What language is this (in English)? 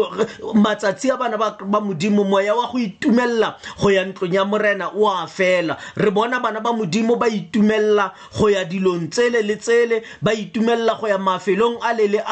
Tswana